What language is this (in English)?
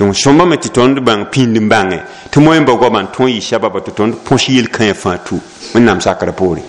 Mossi